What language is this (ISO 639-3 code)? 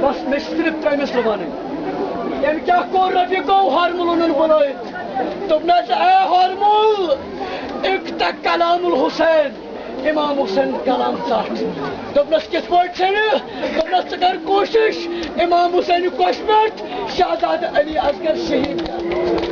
kas